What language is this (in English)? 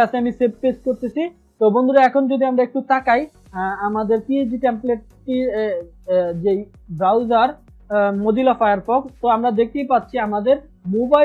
Bangla